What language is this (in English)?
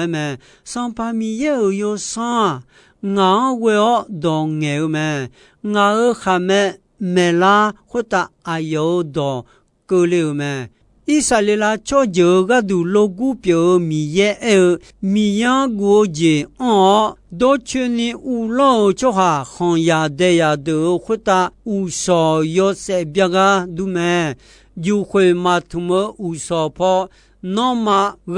Akha